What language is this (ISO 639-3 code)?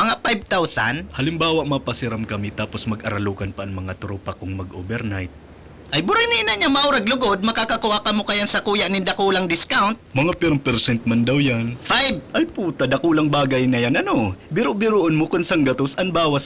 bik